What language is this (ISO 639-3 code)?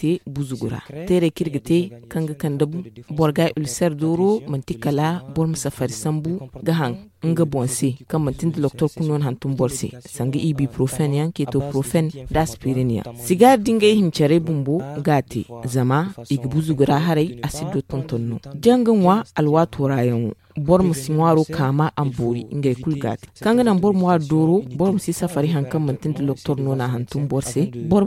dje